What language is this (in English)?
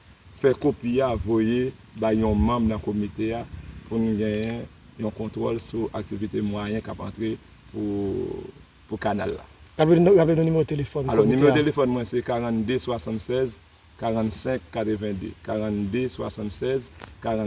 Haitian Creole